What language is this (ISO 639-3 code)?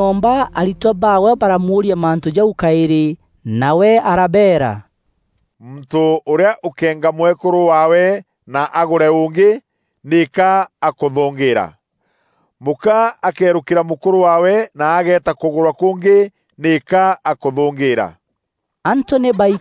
mer